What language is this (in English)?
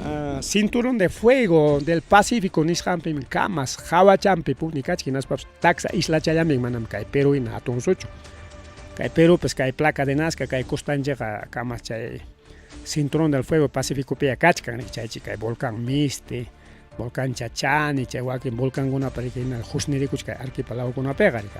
Ayacucho Quechua